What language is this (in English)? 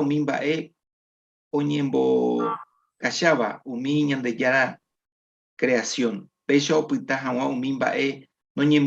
Guarani